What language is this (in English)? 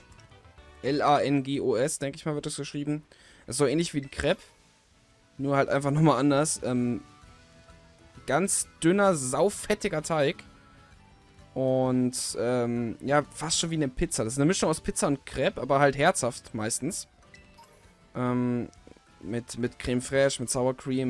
German